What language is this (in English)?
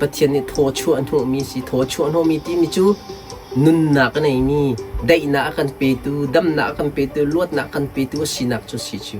Hakha Chin